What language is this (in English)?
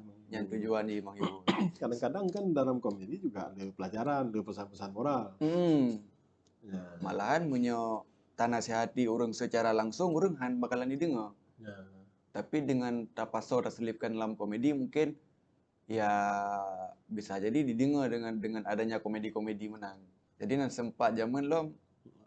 Achinese